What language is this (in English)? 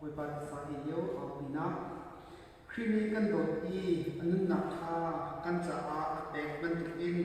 Hakha Chin